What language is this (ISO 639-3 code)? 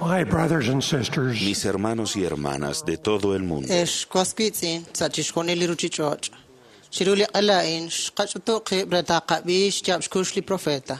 kek